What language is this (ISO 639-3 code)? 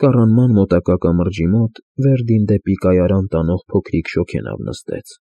hye